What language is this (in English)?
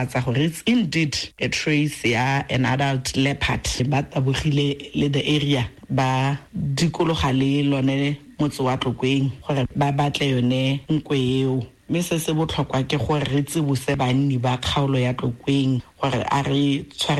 Tswana